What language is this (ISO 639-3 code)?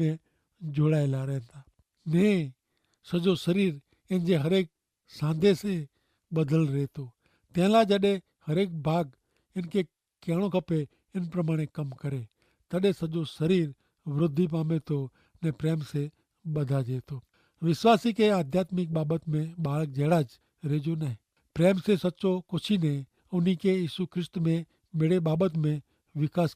kfr